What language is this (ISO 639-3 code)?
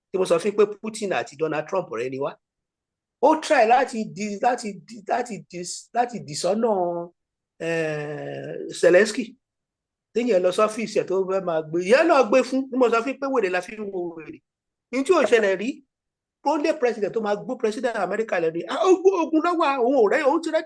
yor